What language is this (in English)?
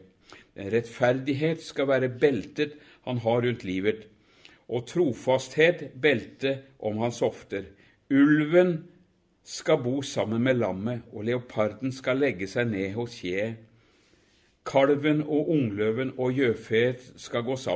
Norwegian